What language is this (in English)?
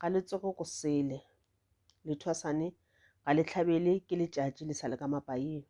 Northern Sotho